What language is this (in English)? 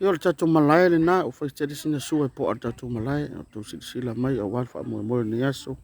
Samoan